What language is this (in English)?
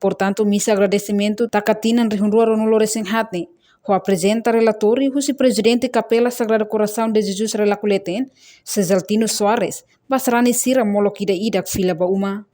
Tetum